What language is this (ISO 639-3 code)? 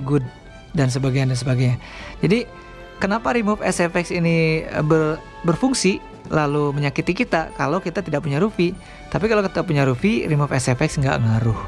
ind